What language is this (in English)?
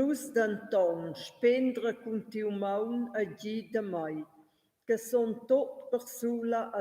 Romansh